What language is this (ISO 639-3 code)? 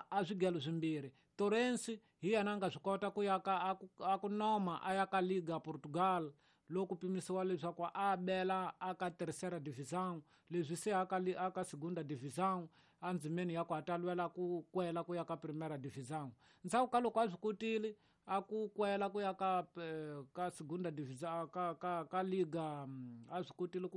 tso